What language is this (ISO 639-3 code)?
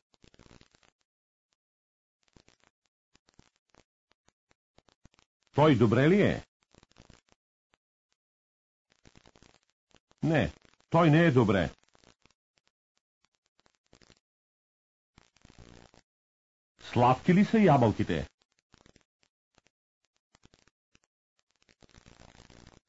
bul